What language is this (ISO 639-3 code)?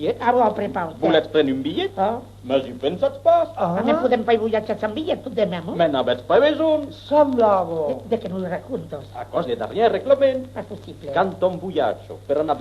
oci